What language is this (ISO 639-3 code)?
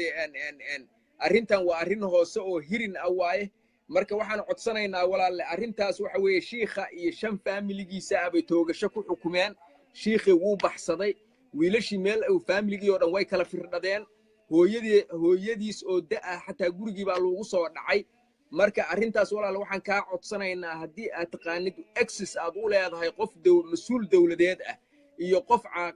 som